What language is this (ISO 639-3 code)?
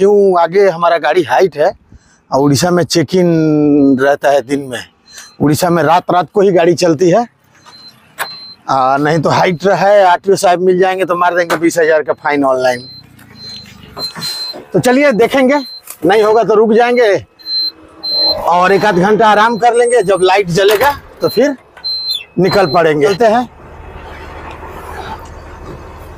hin